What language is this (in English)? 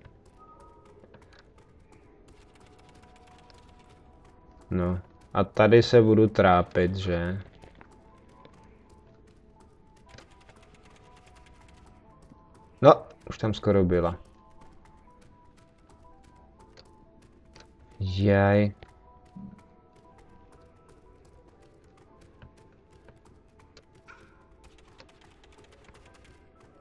Czech